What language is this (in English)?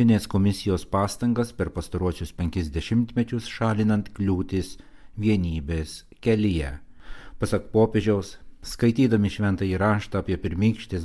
Lithuanian